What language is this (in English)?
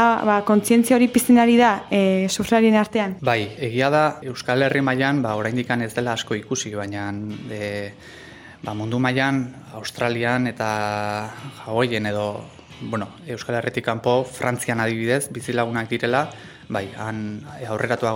Basque